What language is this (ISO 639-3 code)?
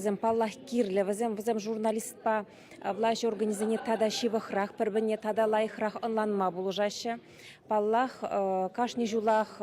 chv